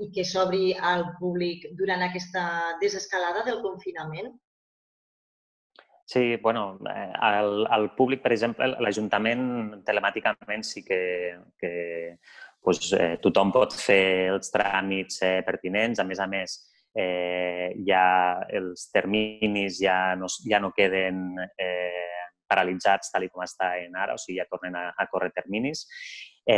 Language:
Catalan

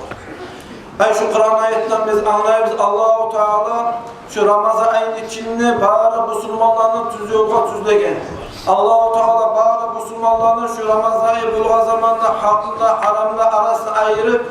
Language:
Kumyk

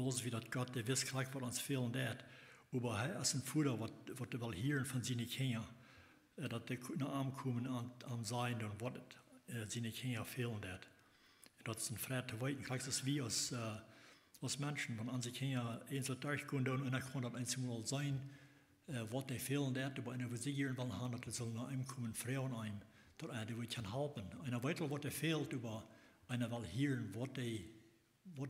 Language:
Plautdietsch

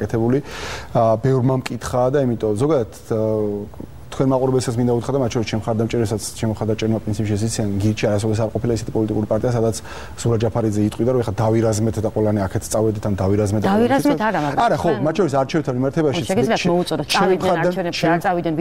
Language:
Georgian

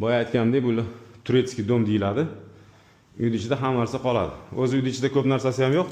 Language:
Uzbek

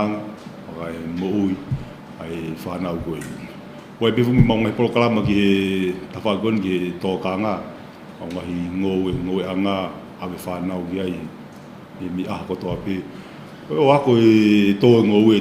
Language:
Tongan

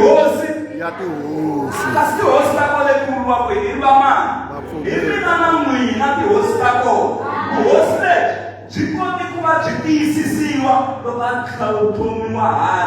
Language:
Tsonga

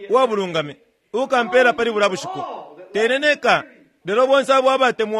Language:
Bemba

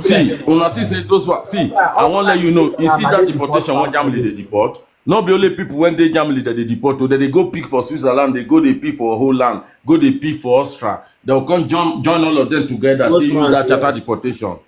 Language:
Nigerian Pidgin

